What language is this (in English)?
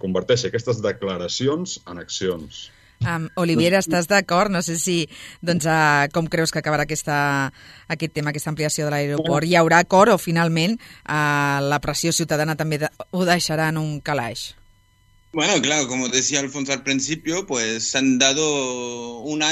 Catalan